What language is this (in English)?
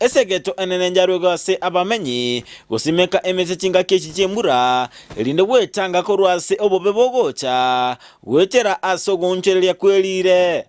Gusii